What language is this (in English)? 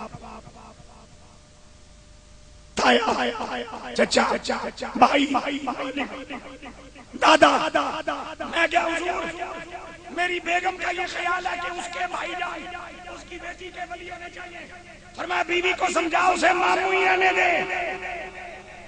Urdu